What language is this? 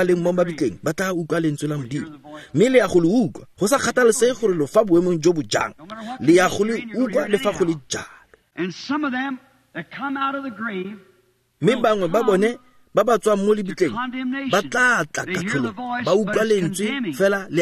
Tswana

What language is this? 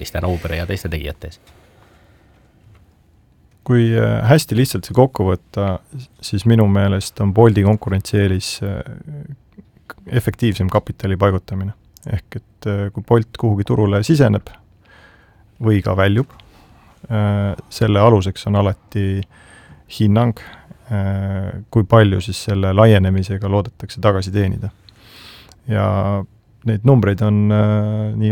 Estonian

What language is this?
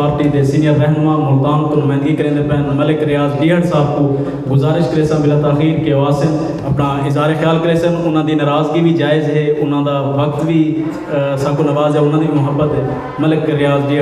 Saraiki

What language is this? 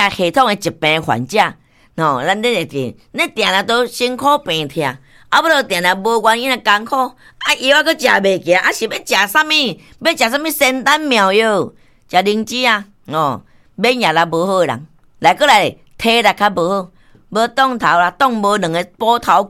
Min Nan Chinese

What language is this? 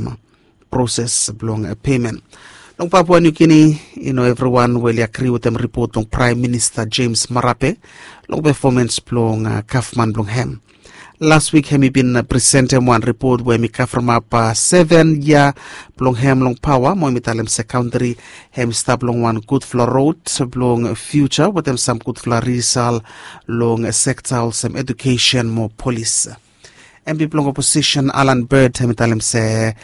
Bislama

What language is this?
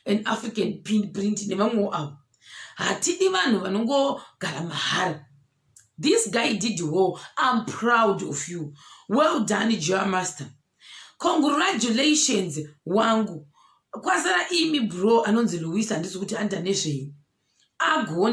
Shona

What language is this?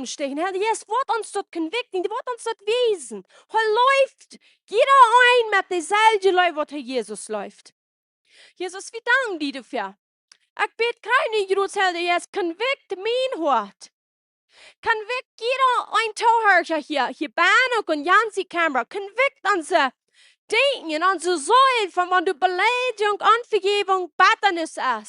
Plautdietsch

